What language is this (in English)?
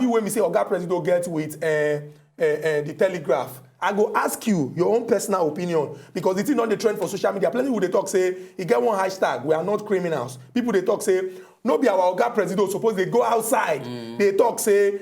Nigerian Pidgin